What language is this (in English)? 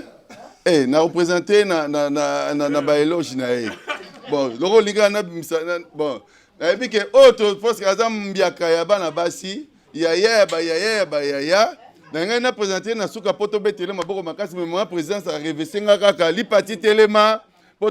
Lingala